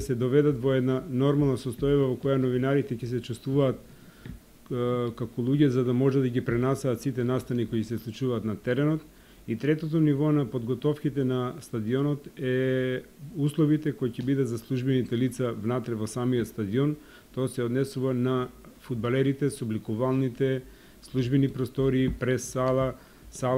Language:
Macedonian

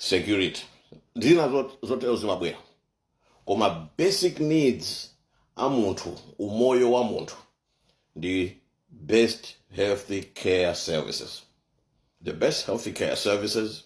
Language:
Nyanja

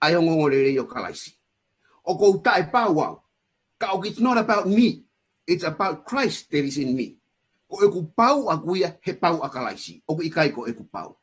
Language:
Tongan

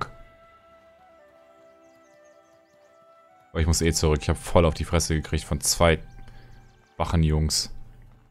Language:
German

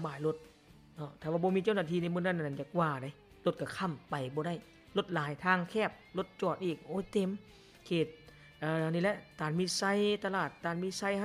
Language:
Lao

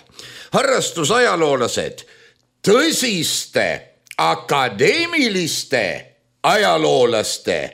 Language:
Estonian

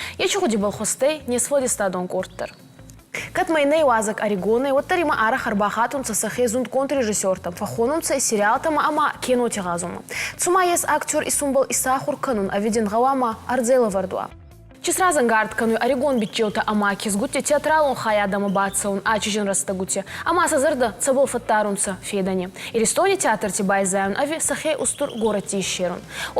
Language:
Ossetic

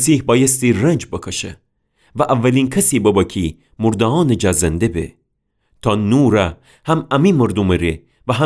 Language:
Gilaki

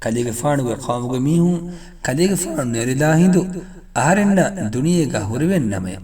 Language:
Divehi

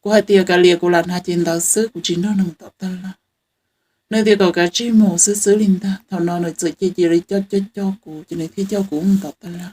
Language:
Hmong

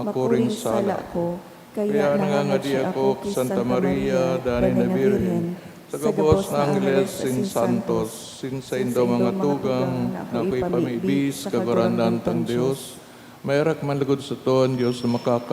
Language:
Bikol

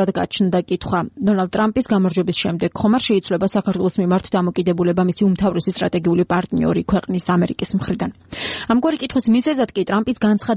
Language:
Georgian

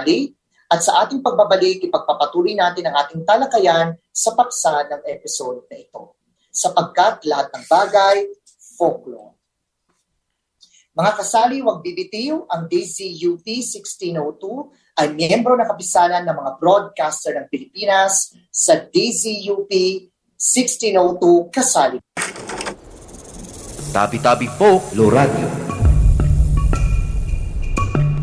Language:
Filipino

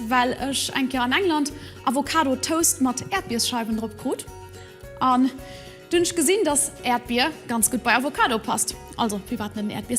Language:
Luxembourgish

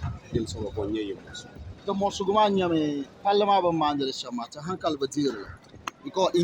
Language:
Dagbani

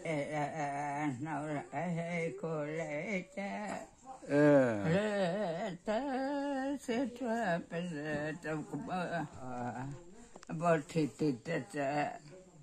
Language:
Mara Chin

